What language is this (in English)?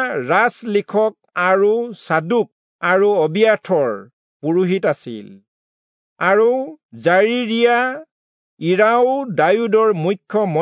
Assamese